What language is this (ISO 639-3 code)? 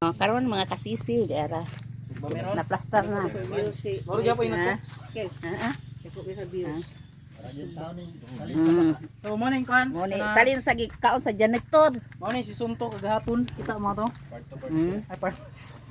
ceb